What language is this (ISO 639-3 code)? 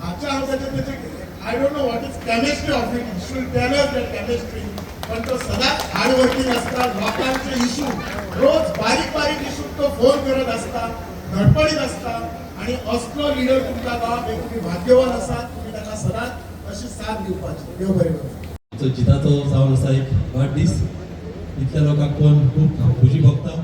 kok